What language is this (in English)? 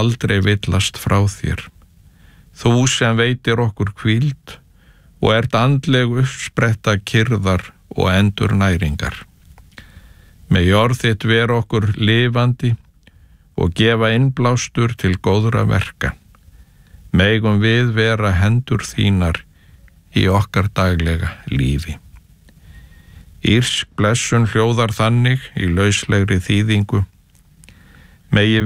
Icelandic